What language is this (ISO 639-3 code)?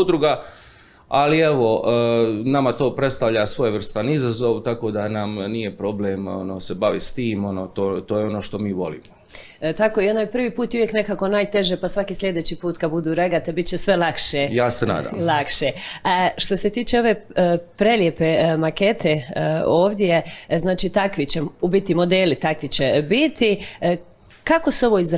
hrv